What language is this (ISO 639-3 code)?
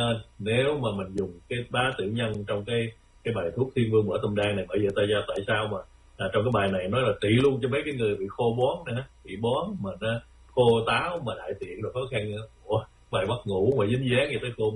vie